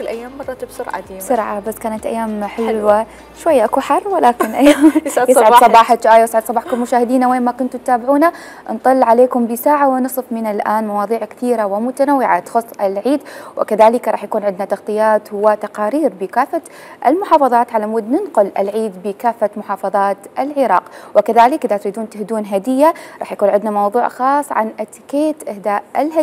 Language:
Mesopotamian Arabic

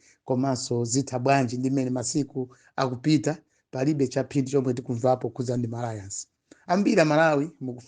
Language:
Nyanja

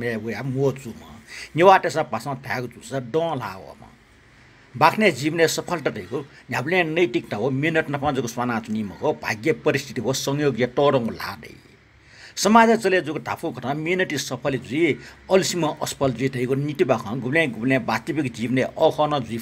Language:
Newari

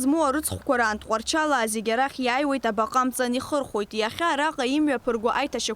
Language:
Abkhazian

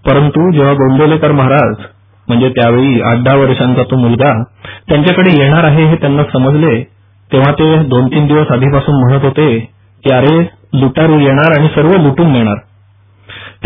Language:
Marathi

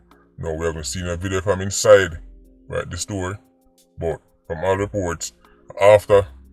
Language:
Jamaican Creole English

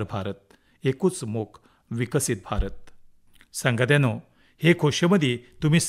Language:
Konkani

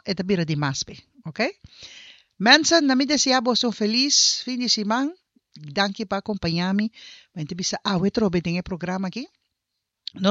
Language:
Papiamento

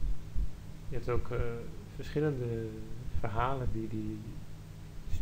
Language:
Dutch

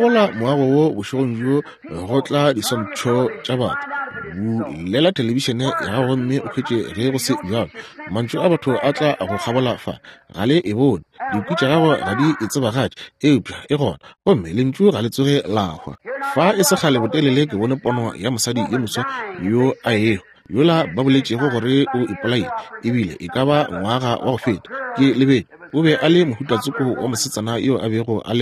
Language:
Northern Sotho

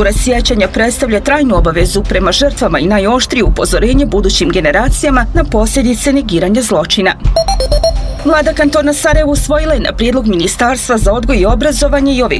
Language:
Bosnian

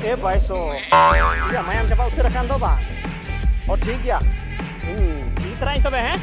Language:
Santali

